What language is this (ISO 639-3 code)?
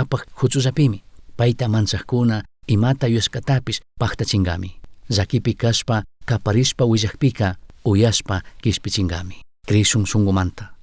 qug